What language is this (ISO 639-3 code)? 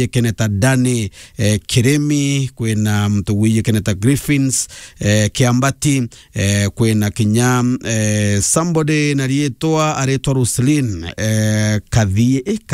mer